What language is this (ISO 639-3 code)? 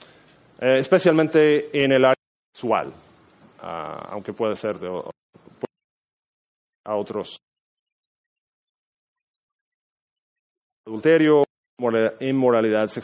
spa